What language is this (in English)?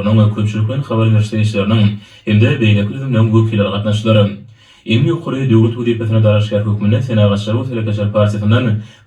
Turkmen